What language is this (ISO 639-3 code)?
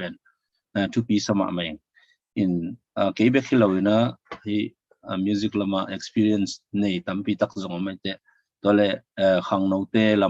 ctd